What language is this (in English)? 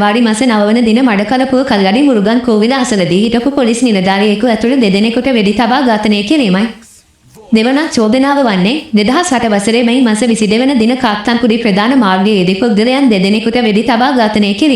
Sinhala